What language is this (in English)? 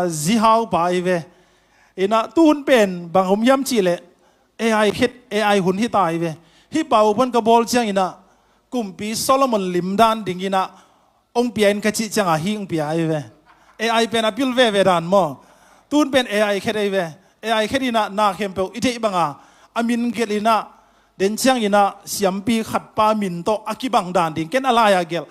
Tedim Chin